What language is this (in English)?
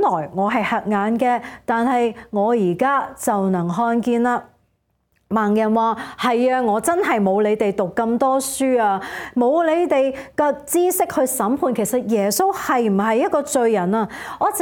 Cantonese